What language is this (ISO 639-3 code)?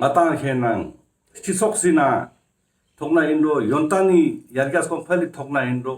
lbj